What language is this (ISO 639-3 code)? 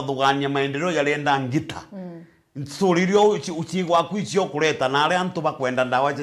mer